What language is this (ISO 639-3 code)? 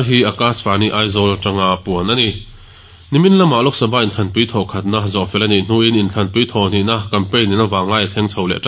lus